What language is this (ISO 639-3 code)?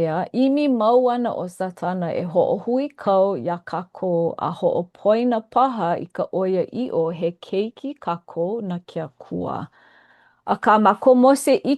haw